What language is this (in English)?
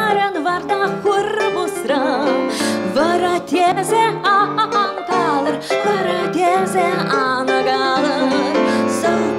Chuvash